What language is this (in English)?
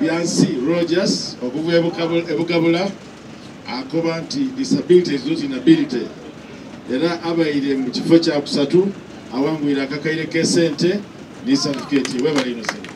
Soga